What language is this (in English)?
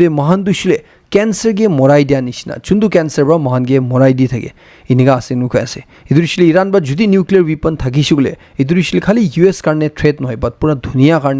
Naga Pidgin